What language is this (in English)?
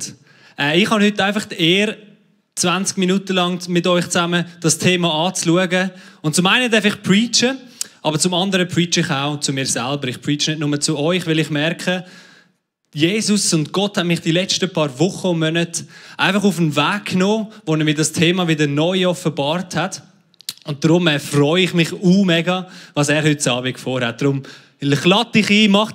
Swiss German